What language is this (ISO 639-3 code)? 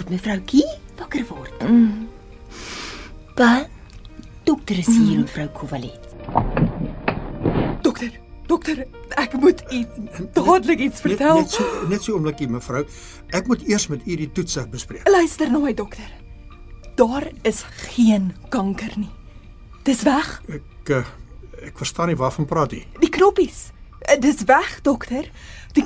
afr